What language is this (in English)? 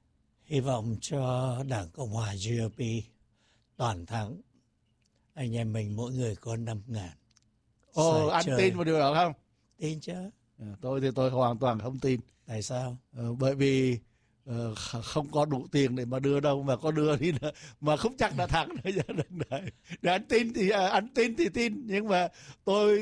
Vietnamese